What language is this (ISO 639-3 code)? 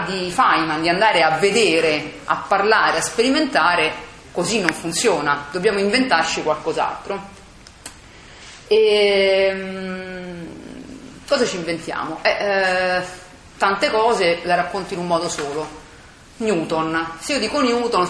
ita